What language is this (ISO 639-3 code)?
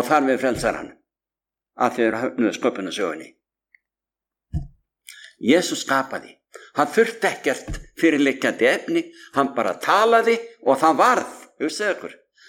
isl